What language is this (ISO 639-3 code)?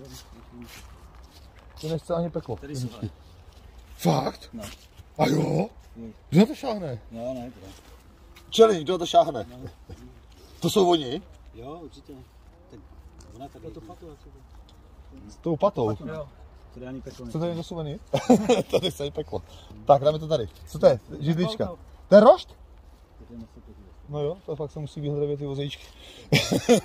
ces